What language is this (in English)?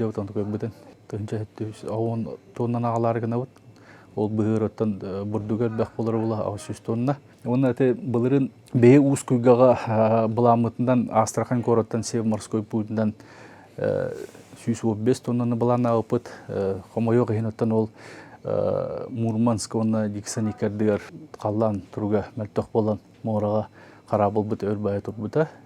Yakut